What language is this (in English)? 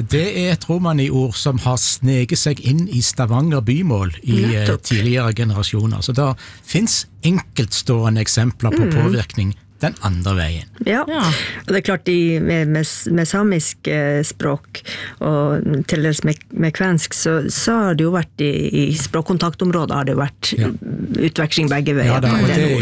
Norwegian